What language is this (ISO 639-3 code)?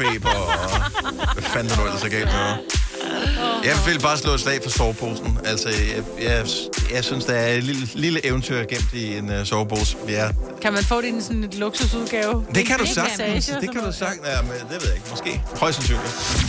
dan